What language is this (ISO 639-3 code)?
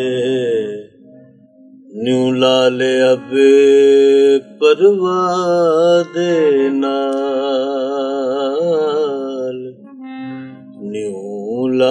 pan